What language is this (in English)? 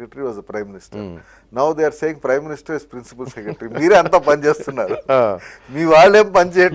Telugu